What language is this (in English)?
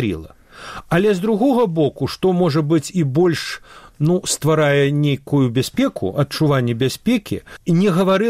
Belarusian